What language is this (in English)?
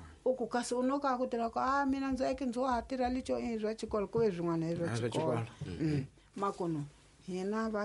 Tsonga